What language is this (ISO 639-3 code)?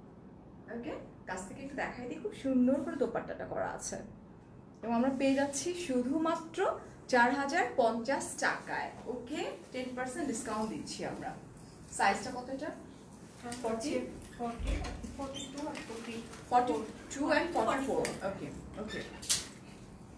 ben